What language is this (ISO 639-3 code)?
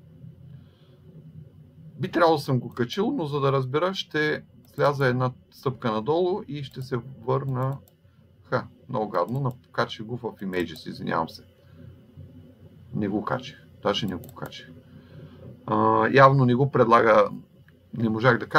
bul